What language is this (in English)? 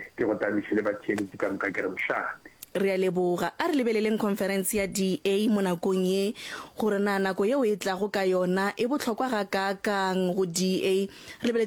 Northern Sotho